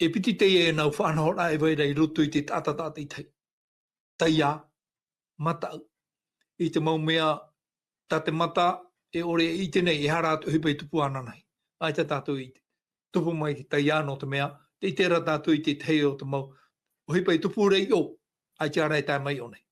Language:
Tahitian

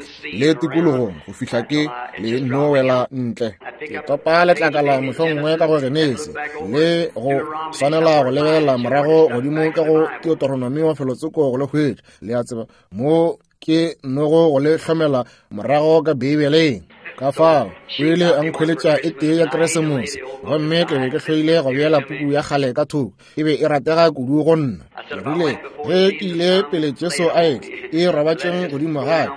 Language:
Northern Sotho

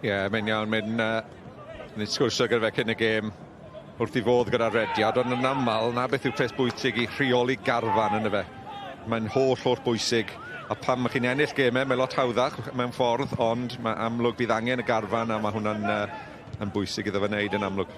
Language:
Welsh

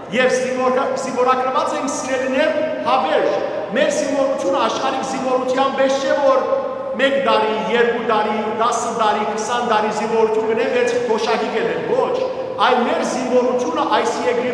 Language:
Western Armenian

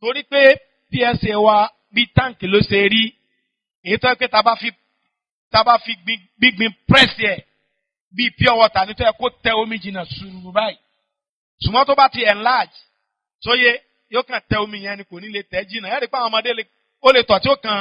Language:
Yoruba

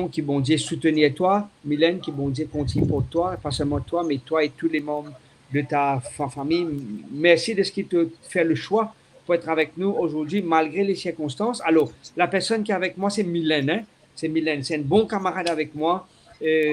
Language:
Morisyen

